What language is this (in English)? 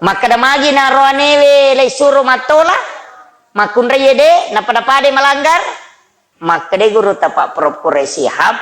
Buginese